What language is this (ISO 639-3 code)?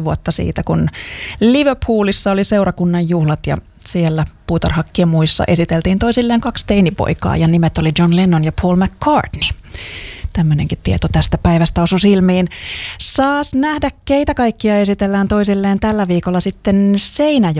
fin